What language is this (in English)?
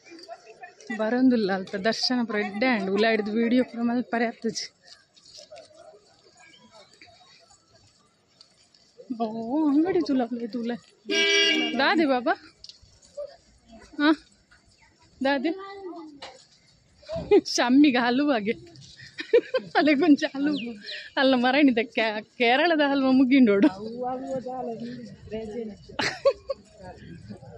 Tulu